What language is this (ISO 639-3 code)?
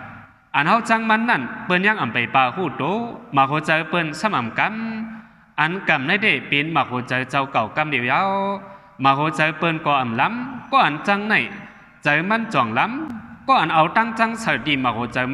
shn